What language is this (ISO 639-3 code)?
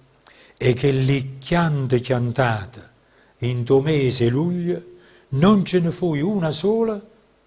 nap